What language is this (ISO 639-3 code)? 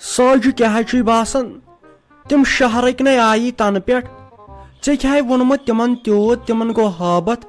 kas